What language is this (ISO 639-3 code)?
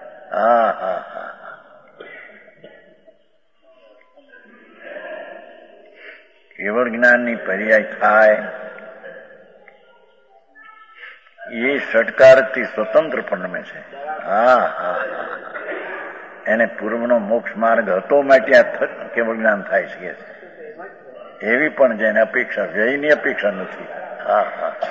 guj